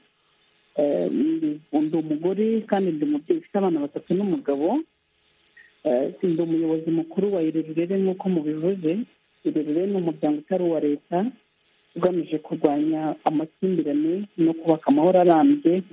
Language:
Kinyarwanda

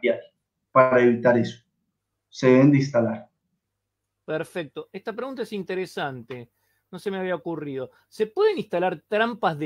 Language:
Spanish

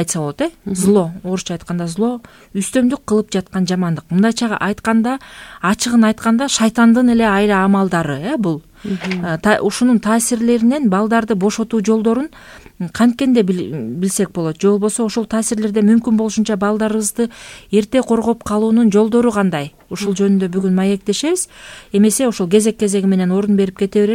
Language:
Kyrgyz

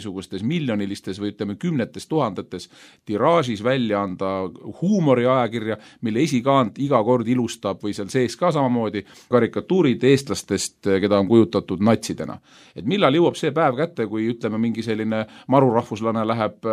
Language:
Estonian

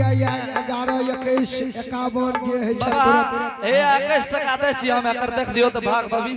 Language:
Angika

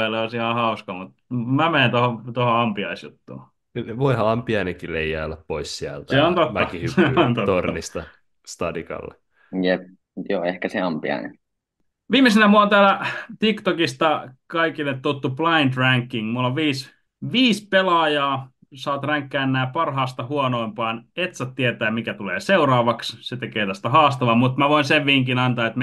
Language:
Finnish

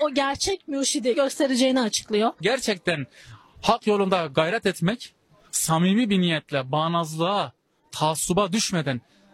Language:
Turkish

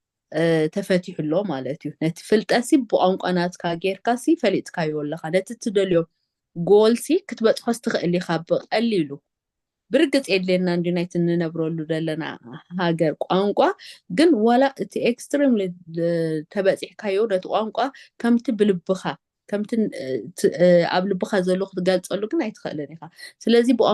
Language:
Tigrinya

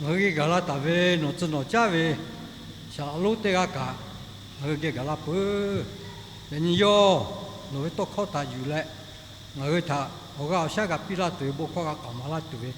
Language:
Lahu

